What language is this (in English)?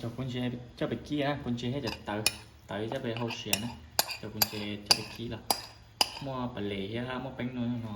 Hmong